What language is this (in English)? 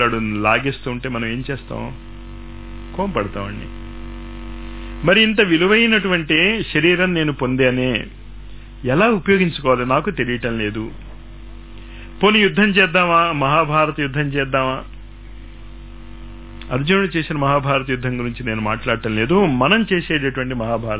Telugu